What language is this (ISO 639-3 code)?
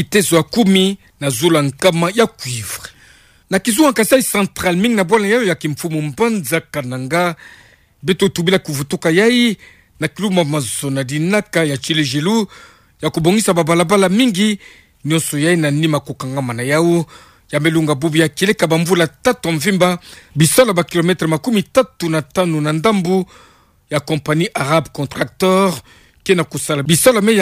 ktu